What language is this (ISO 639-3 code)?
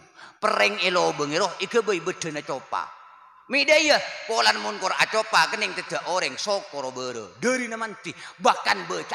mad